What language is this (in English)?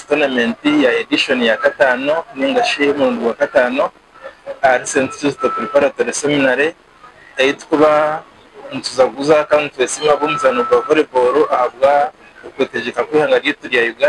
Nyankole